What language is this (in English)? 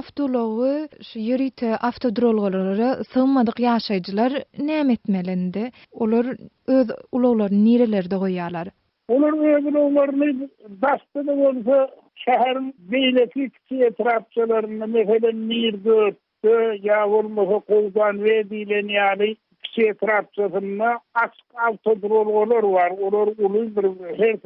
Turkmen